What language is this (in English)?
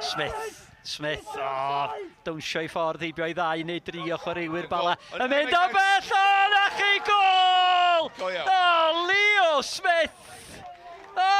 Welsh